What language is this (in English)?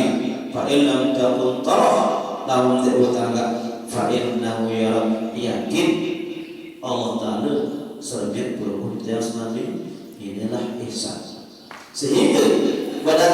Sasak